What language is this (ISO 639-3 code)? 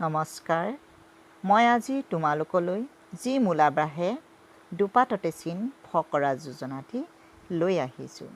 asm